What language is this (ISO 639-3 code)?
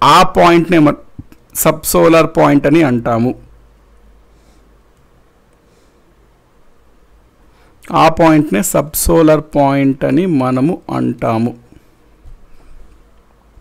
tel